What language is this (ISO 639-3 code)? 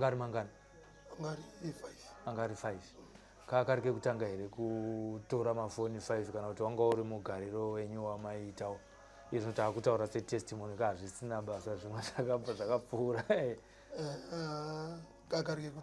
sna